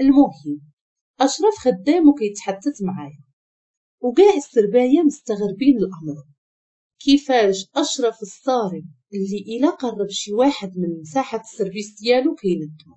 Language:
Moroccan Arabic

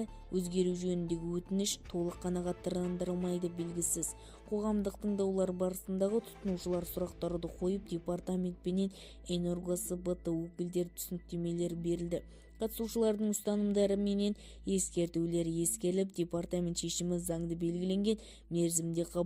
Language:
Kazakh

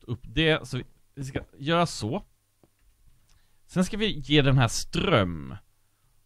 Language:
Swedish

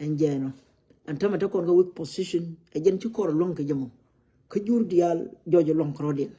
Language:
Nuer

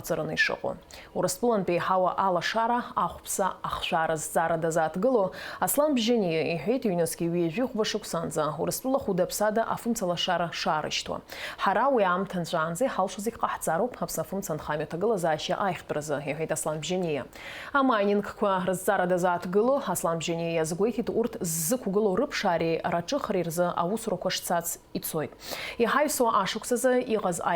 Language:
Abkhazian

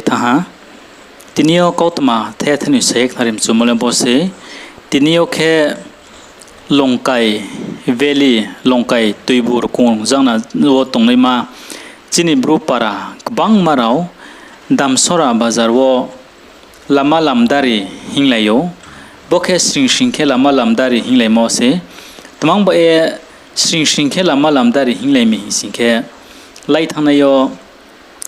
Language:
Riang (India)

